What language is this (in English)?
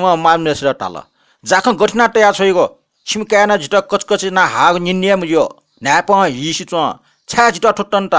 Newari